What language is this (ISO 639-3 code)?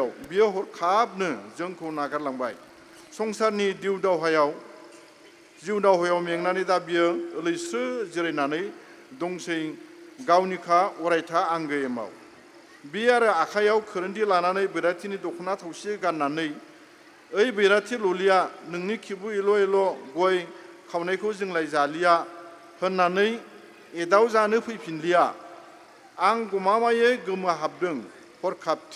brx